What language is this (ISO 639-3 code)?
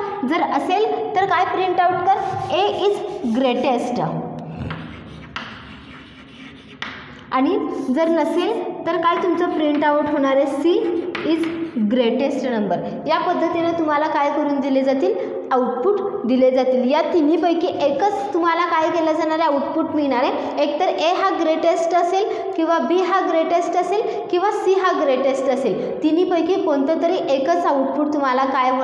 mar